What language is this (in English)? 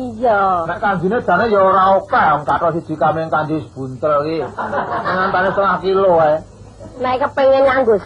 Javanese